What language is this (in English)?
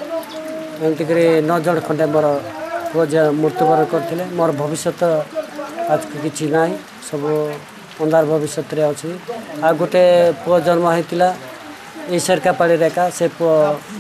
Odia